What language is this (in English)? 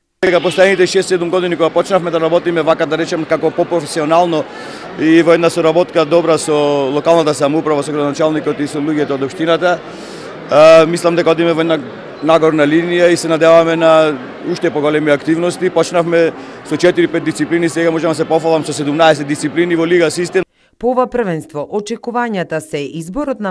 Macedonian